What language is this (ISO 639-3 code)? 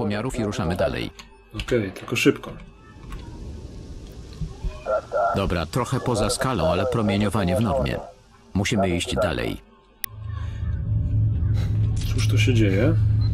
pol